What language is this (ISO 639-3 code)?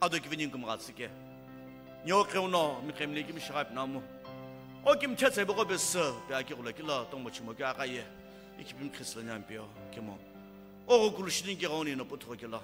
nsm